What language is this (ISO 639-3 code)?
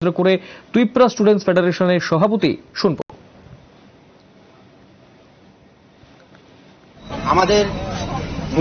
ben